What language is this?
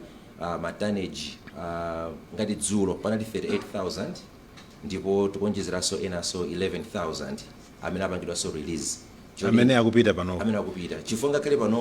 Nyanja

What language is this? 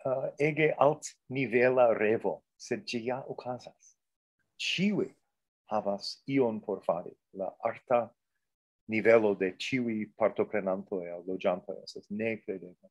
Esperanto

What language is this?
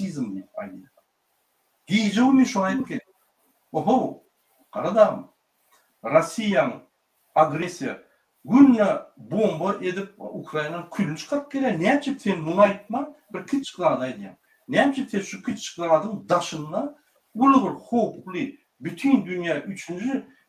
Turkmen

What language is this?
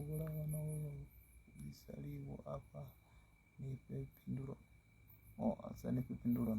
Venda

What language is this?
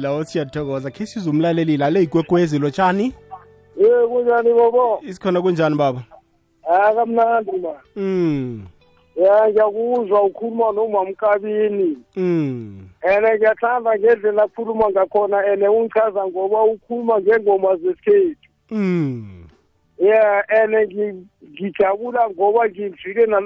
South Ndebele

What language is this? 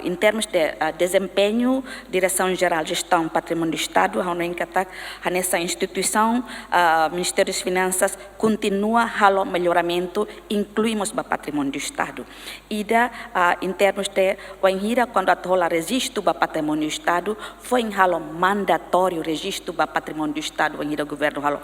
Tetum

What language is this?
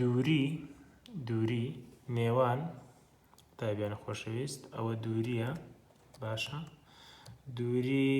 Central Kurdish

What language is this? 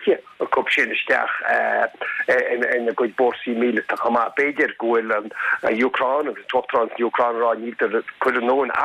Irish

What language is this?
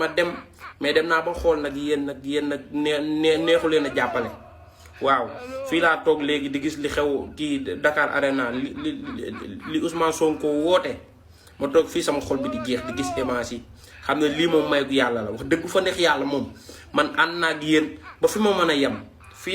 Wolof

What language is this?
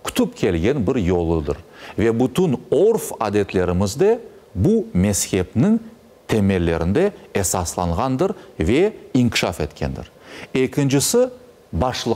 Crimean Tatar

